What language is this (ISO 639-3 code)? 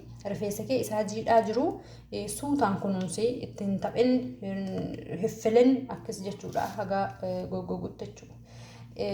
orm